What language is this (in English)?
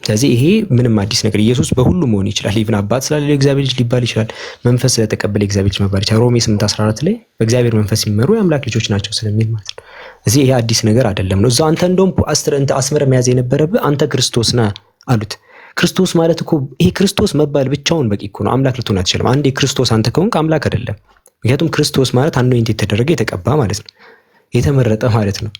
Amharic